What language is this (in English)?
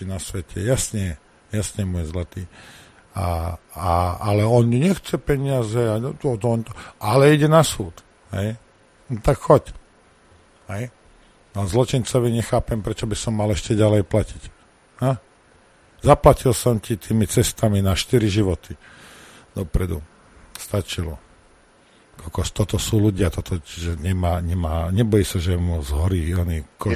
Slovak